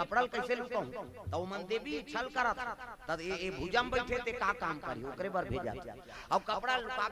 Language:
Chhattisgarhi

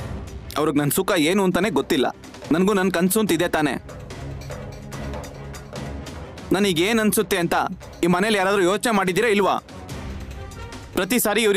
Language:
Kannada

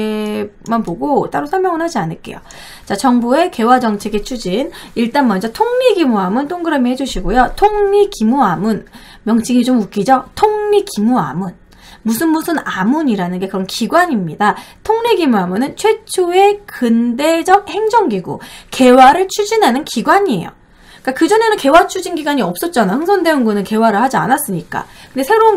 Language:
Korean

